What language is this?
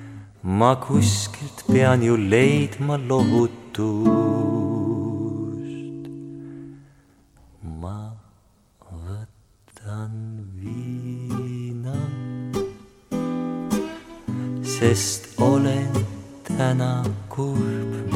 Estonian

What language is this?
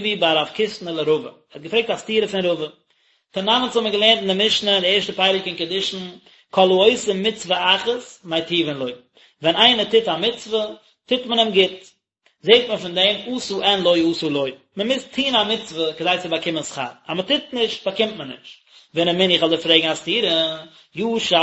Yiddish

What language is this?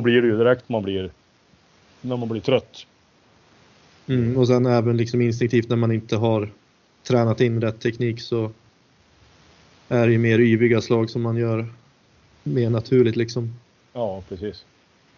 Swedish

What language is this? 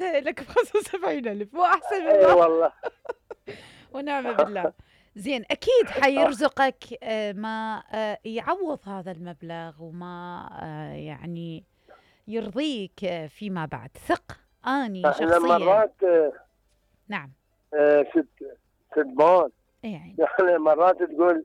Mesopotamian Arabic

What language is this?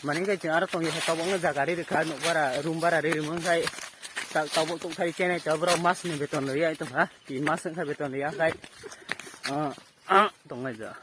Kok Borok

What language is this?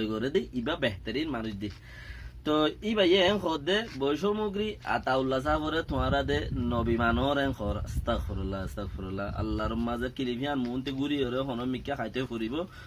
Rohingya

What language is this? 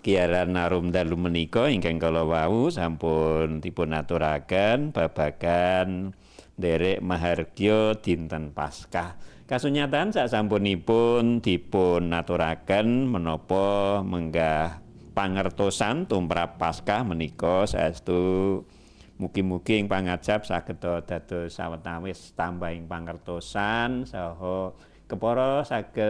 Javanese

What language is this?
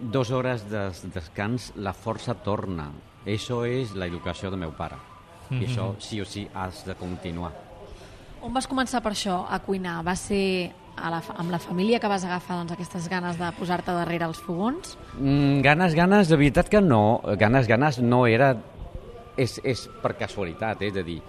Catalan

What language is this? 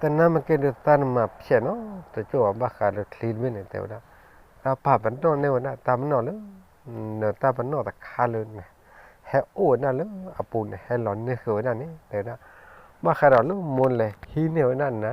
S'gaw Karen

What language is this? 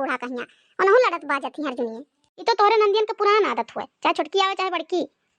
Awadhi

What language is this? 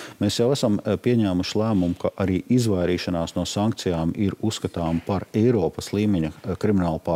Latvian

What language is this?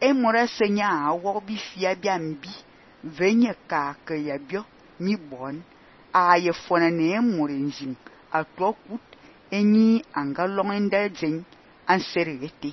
Fang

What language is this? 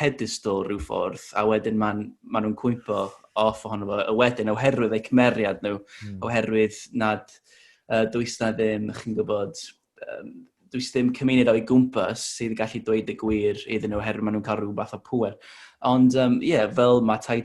Welsh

